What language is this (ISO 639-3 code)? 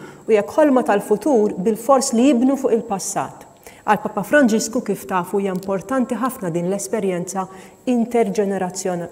mlt